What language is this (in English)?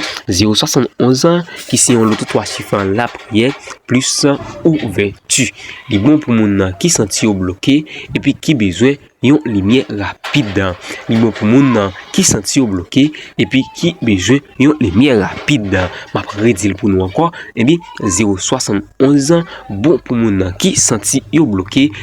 Haitian Creole